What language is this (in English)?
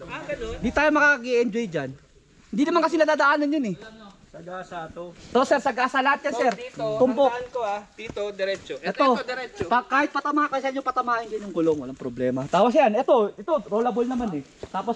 Filipino